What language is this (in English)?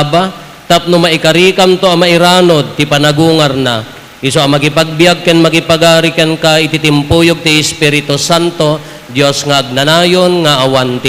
Iloko